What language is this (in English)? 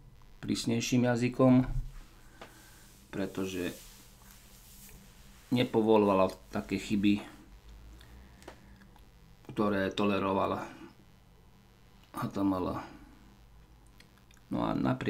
Slovak